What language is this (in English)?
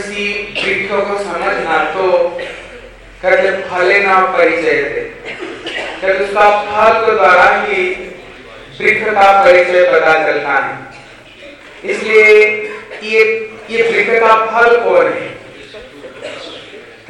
Hindi